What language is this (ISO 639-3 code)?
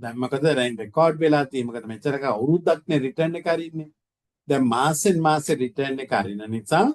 sin